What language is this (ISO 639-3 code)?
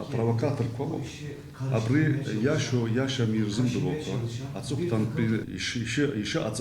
abk